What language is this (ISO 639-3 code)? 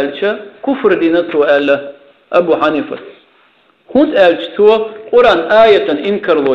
che